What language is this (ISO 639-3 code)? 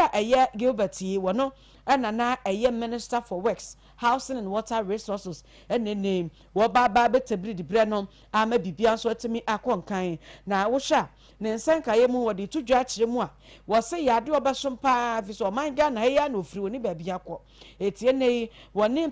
aka